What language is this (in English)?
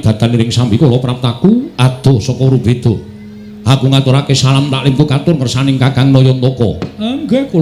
Javanese